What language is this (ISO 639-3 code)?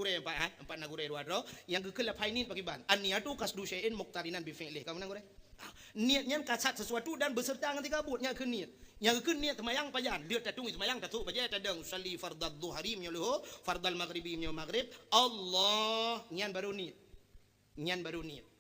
ace